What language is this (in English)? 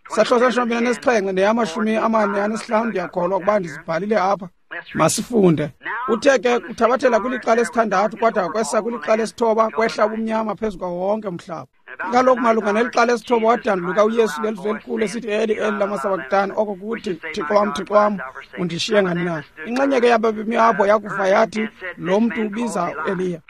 Xhosa